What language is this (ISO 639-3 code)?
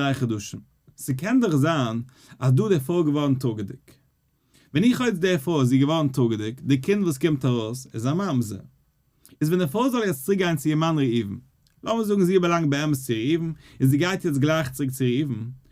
yid